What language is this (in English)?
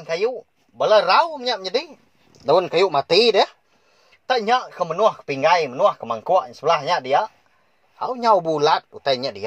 Iban